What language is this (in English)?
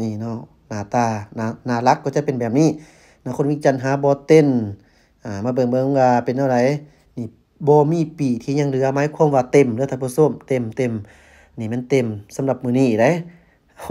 Lao